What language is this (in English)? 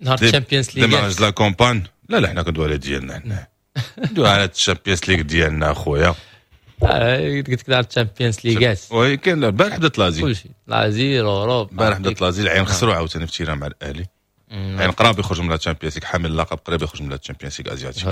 Moroccan Arabic